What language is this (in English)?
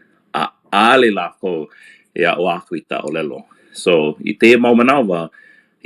Hawaiian